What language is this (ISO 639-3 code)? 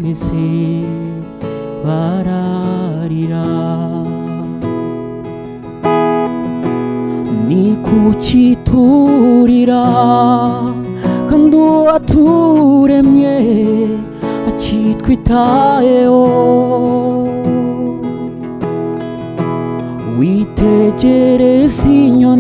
kin